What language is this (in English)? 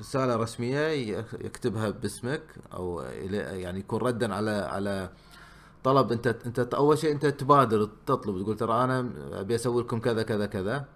Gulf Arabic